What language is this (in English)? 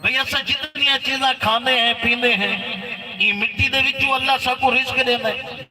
Saraiki